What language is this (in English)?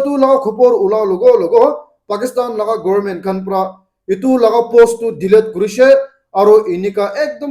Naga Pidgin